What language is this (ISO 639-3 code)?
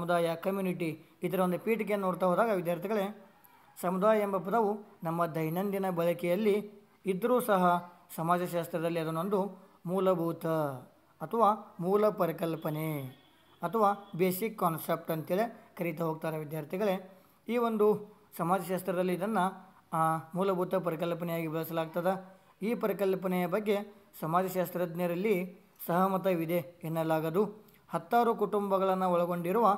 kan